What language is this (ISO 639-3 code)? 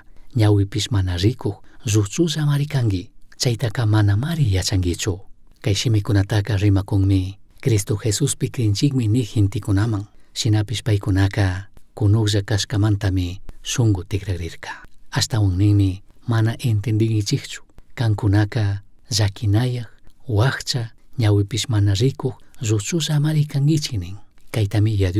qug